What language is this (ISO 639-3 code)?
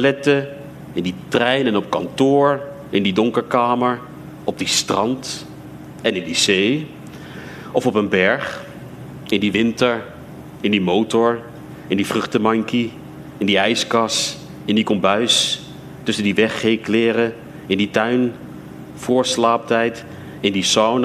afr